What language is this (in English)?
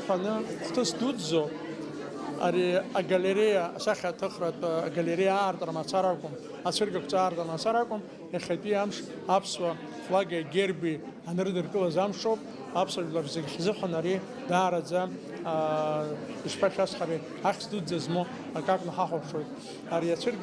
Abkhazian